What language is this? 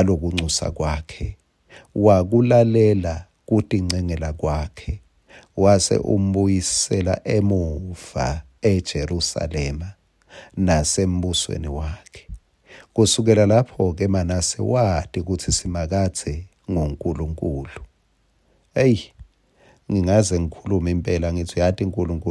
Swati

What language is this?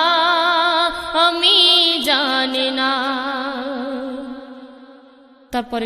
Bangla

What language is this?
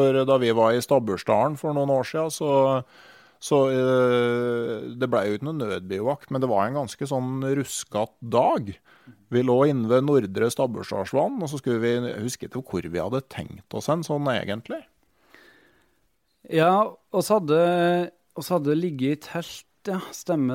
Norwegian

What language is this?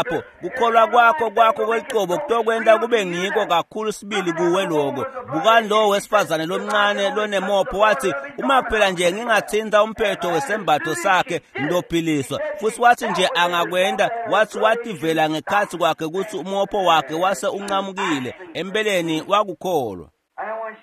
Swati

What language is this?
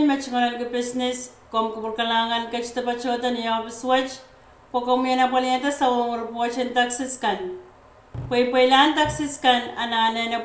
Pohnpeian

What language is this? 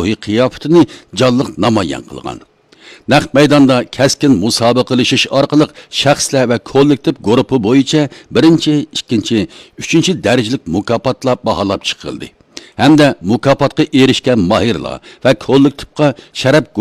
Uyghur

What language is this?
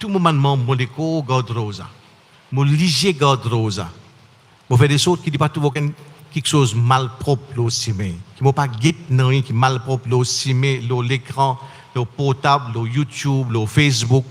Morisyen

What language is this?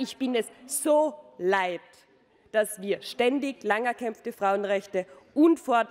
German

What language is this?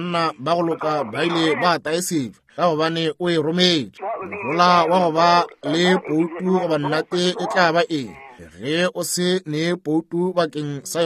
Northern Sotho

